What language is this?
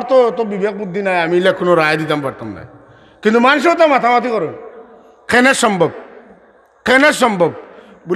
Sylheti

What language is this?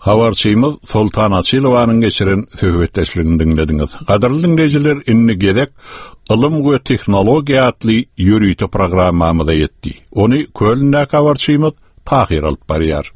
Turkmen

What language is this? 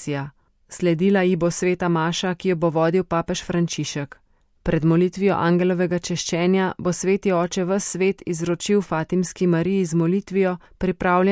Slovenian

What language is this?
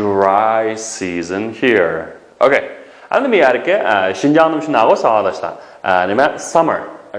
Uyghur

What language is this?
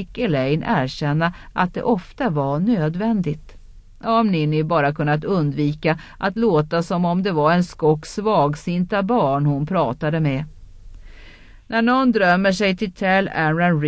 Swedish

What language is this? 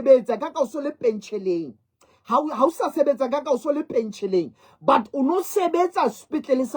Southern Sotho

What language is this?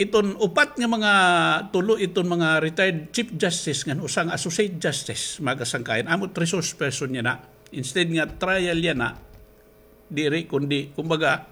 Waray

